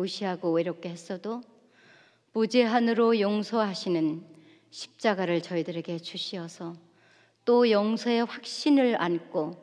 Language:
Korean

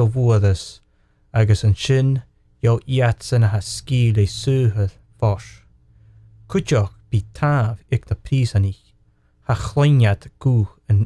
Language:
Scottish Gaelic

